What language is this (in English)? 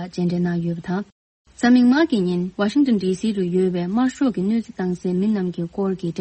Tibetan